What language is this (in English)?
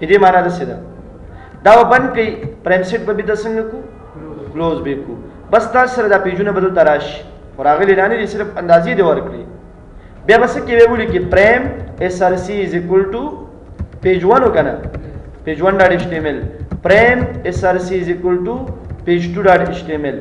Pashto